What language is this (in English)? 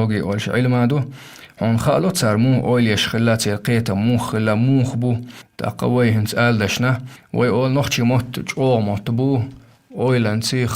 Chechen